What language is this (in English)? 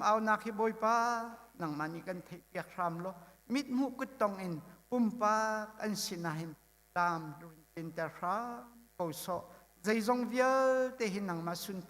Hakha Chin